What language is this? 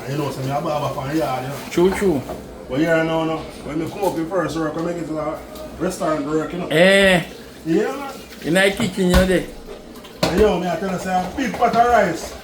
Jamaican Creole English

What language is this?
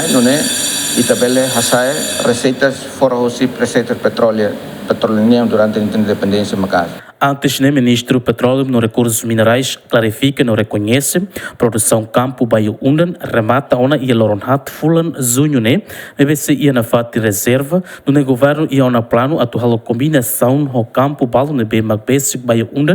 Tetum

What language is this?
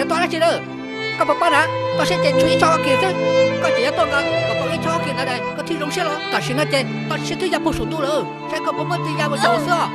Hmong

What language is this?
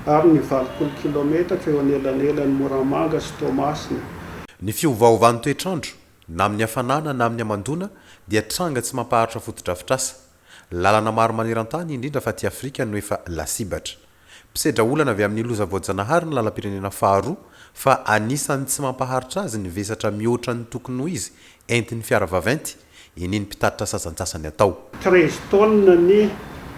Malagasy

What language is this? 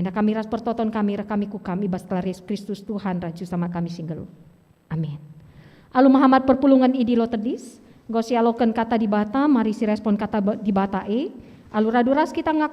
Batak Karo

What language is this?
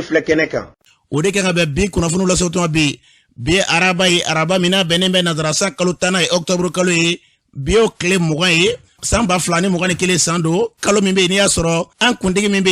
Bambara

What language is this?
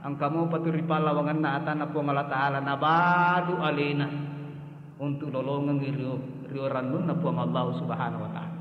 Buginese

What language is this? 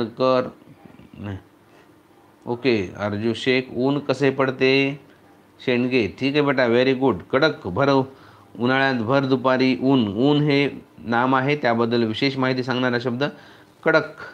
Marathi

